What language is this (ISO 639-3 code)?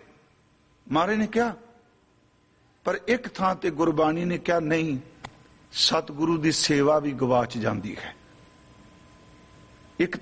pan